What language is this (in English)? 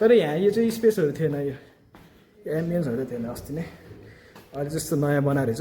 Nepali